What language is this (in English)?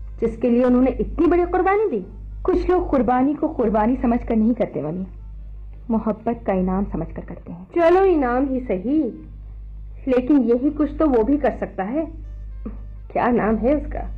Urdu